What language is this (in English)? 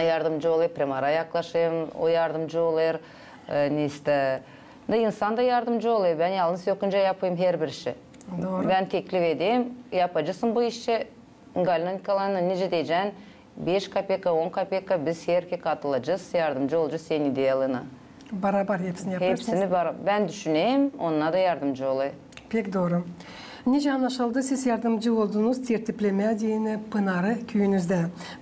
Gagauz